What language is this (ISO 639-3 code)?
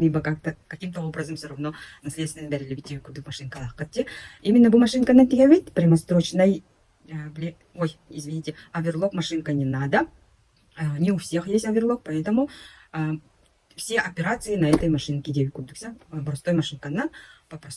sah